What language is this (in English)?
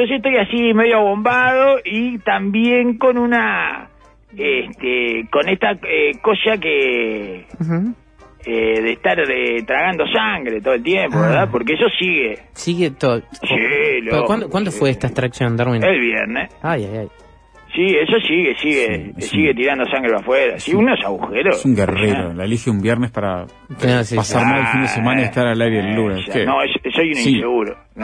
Spanish